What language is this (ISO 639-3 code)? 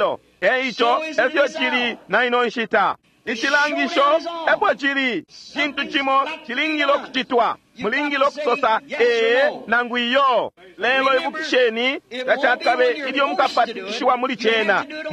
bem